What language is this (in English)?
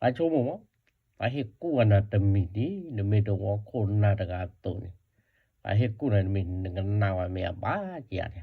S'gaw Karen